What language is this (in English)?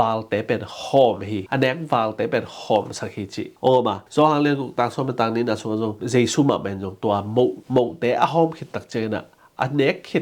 Tedim Chin